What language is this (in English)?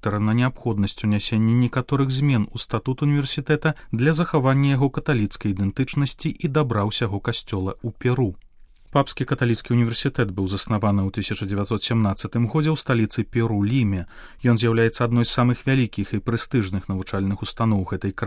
Belarusian